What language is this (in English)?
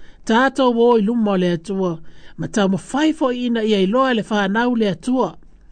Samoan